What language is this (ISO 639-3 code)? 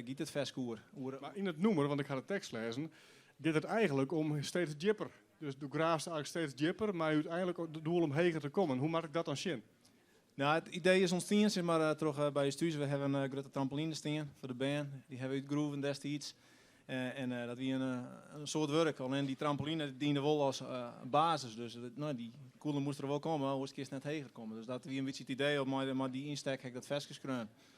fry